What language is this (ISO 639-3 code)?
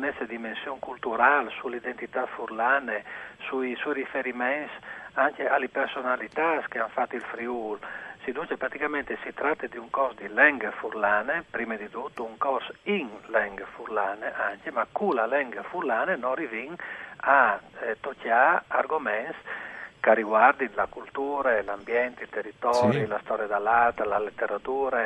fur